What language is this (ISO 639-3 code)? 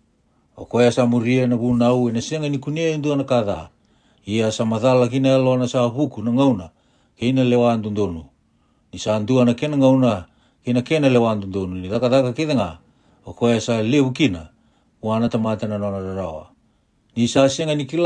fij